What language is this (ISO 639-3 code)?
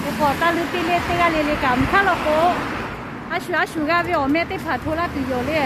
lhu